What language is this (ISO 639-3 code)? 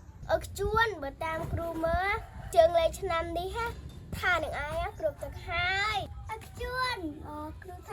khm